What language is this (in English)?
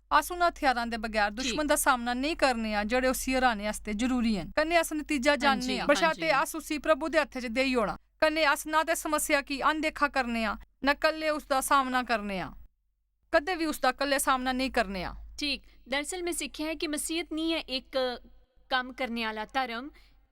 Dogri